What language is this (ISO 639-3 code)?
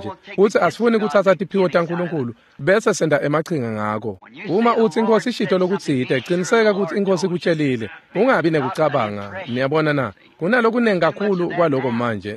ssw